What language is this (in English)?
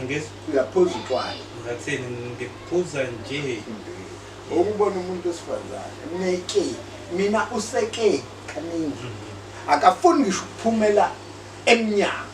Zulu